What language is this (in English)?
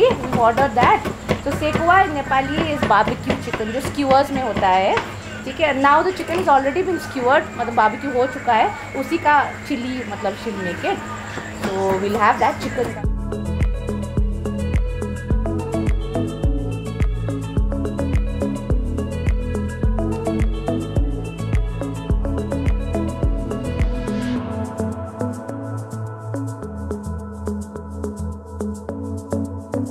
Hindi